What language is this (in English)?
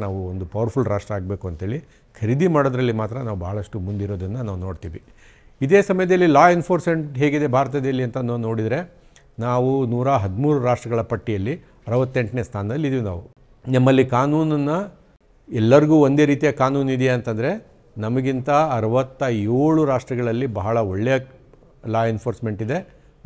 Kannada